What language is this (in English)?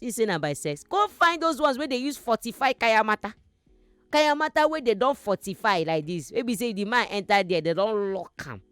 Nigerian Pidgin